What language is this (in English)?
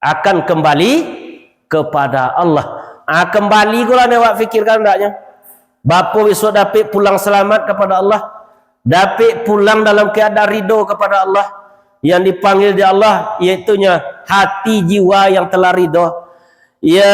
Minangkabau